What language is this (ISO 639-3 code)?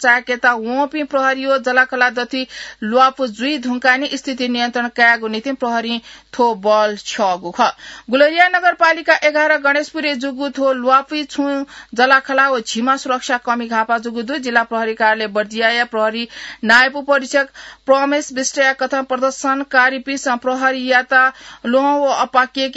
new